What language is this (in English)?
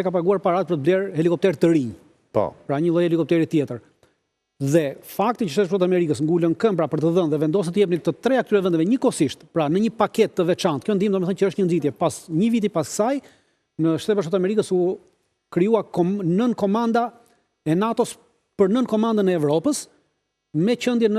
Albanian